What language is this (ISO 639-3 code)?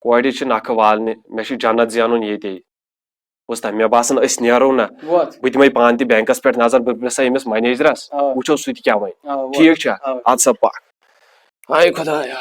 kas